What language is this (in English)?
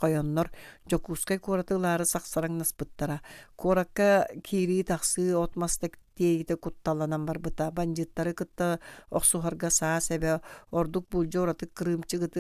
Yakut